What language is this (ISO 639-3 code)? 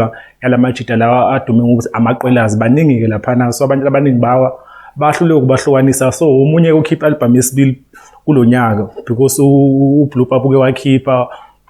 zul